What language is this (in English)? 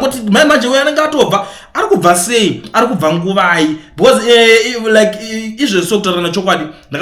Shona